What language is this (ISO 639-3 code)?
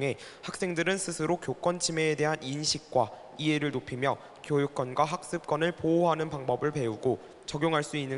kor